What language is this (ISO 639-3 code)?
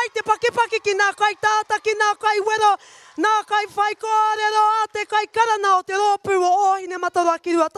mri